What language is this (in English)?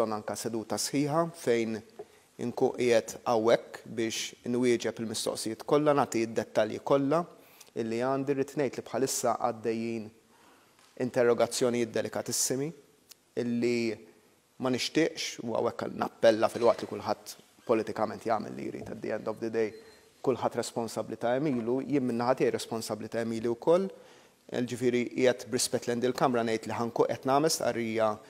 Maltese